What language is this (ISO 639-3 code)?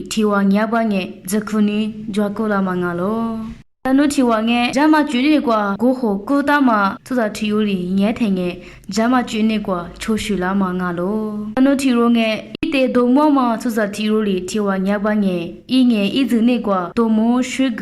lis